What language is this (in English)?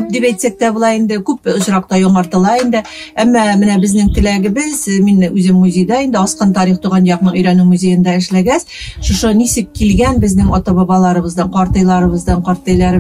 Bashkir